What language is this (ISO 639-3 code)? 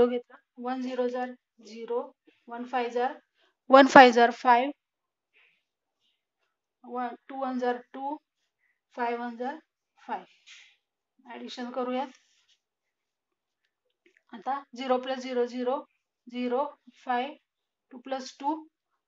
mar